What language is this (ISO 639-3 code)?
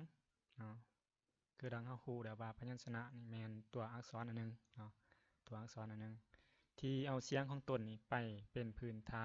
lao